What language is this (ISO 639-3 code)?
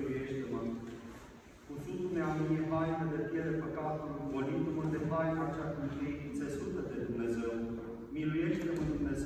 ron